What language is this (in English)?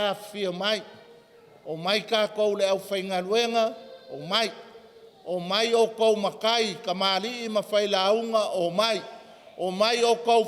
Samoan